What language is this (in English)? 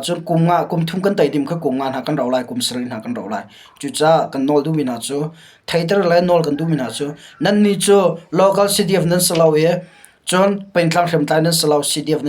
Hakha Chin